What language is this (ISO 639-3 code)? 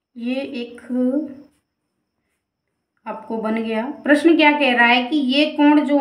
hin